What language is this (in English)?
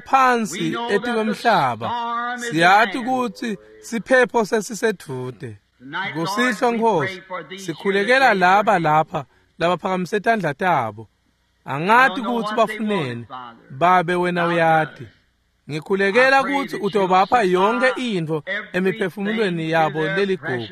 Swati